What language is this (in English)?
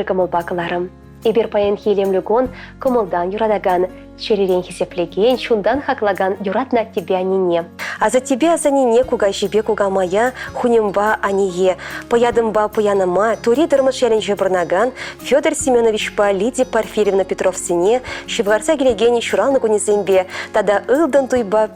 Chuvash